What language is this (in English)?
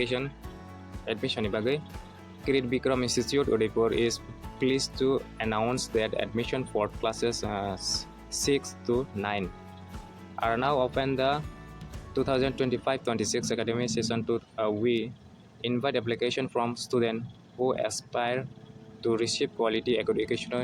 Kok Borok